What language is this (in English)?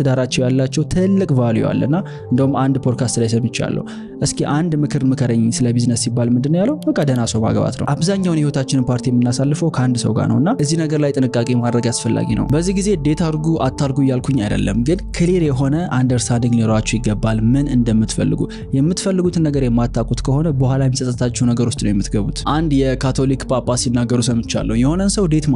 Amharic